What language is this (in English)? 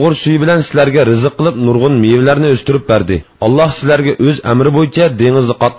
Uyghur